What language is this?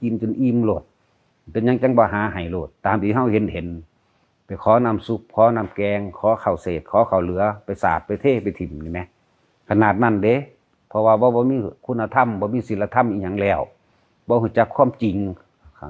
Lao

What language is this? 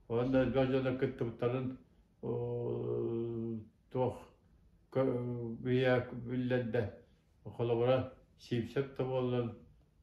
Yakut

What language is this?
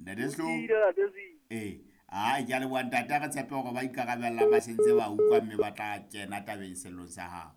Southern Sotho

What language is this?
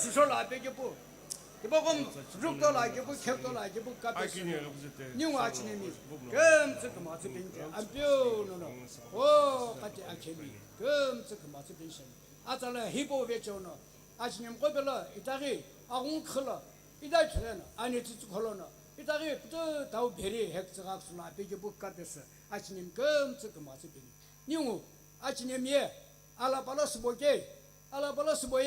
Sumi Naga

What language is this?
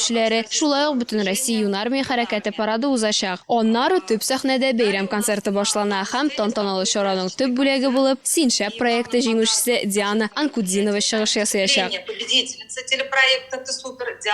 Tatar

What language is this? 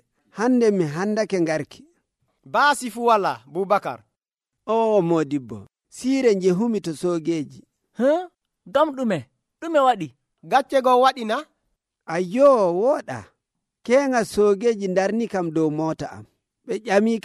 Nigerian Fulfulde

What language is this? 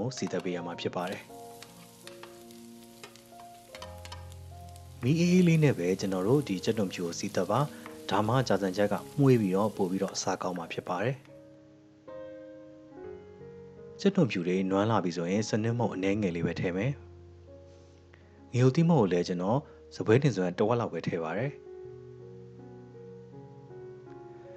Burmese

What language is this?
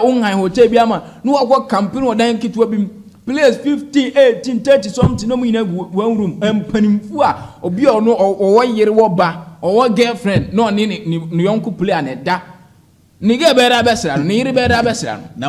Akan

